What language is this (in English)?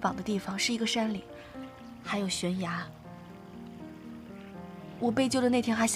Chinese